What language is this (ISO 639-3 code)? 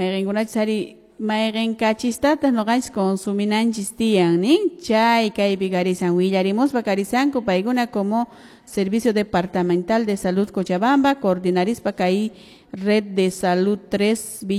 que